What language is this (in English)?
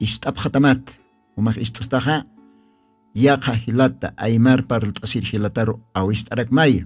Aymara